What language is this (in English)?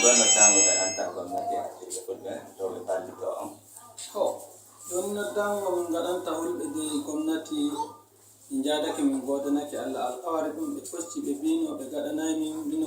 Nigerian Fulfulde